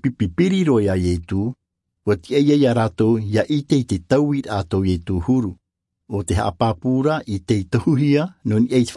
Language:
Tahitian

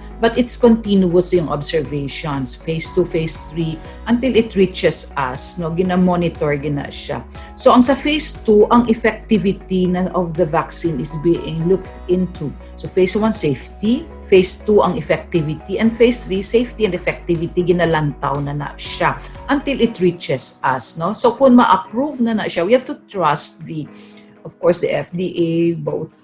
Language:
Hiligaynon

